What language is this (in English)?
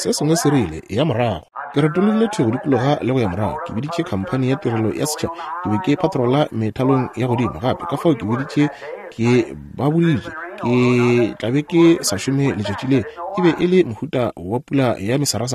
Northern Sotho